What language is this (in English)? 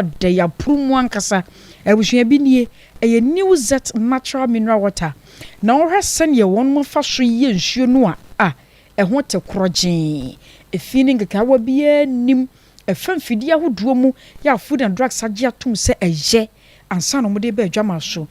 Akan